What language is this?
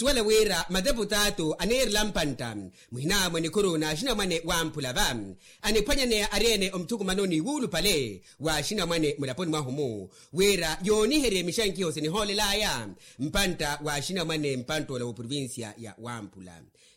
Makhuwa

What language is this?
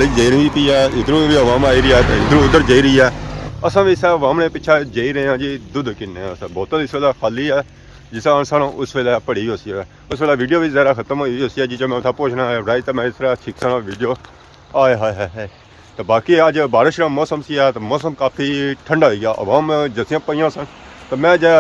Pahari-Potwari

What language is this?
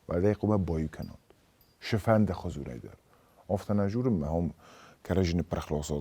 Ossetic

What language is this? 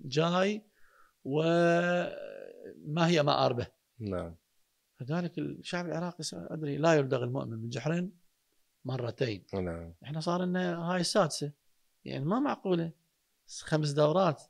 Mesopotamian Arabic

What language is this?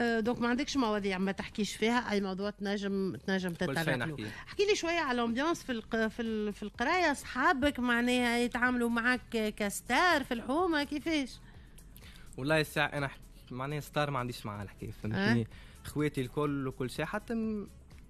Tunisian Arabic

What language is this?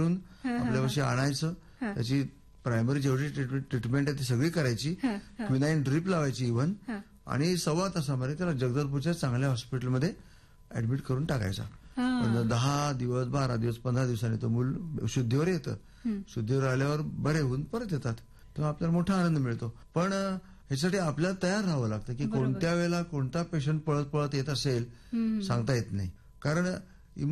Marathi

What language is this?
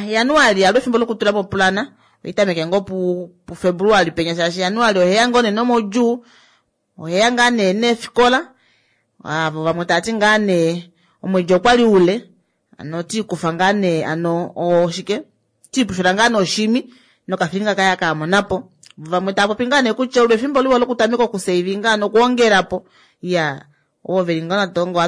Kuanyama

